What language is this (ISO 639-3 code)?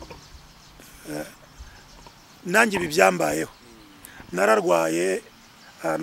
kin